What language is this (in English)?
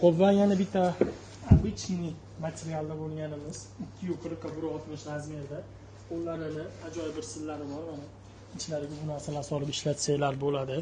Uzbek